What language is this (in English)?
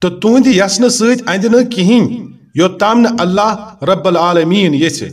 Kashmiri